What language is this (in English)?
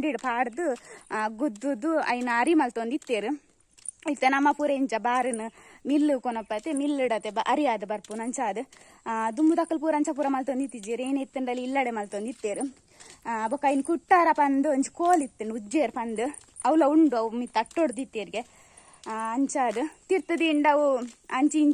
Tulu